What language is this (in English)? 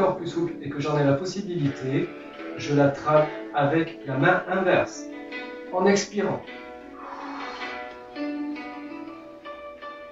French